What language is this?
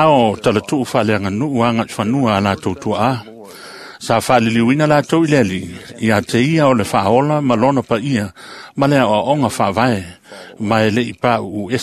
Samoan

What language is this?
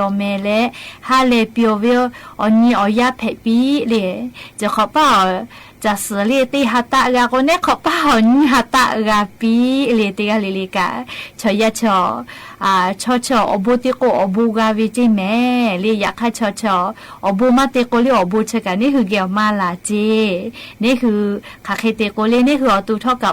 Lahu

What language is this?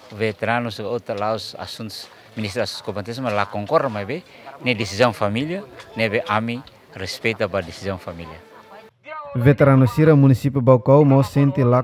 Tetum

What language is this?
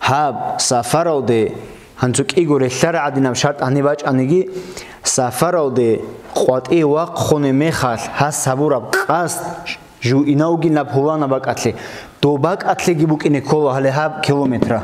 Avaric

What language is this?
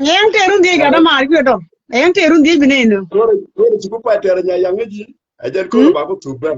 Nuer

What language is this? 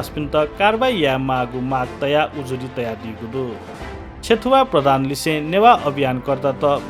Newari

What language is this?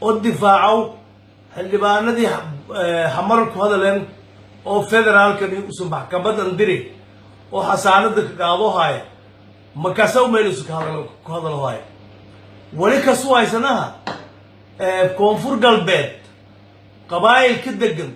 Somali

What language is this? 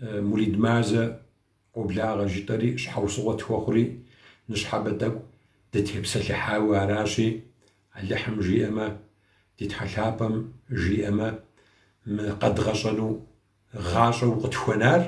Kabardian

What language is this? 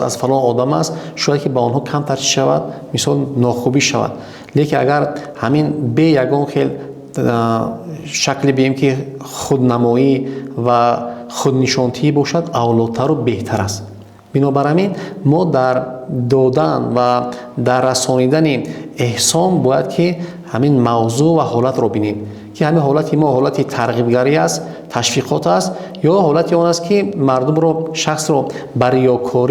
Tajik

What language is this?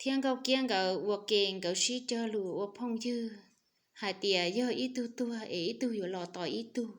Hmong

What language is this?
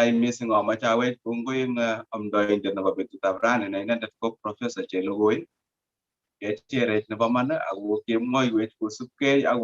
Kalenjin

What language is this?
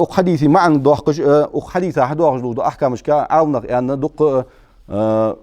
Ingush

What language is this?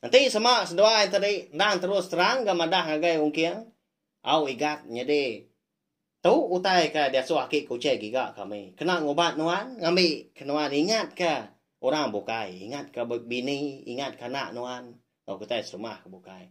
Iban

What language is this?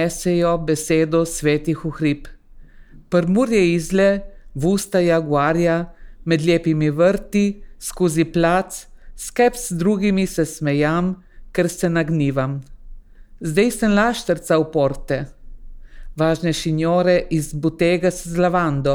Slovenian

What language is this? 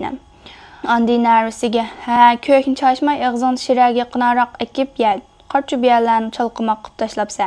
Uyghur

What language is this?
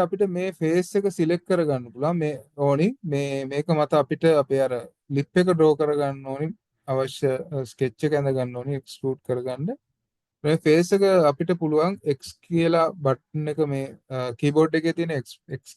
Sinhala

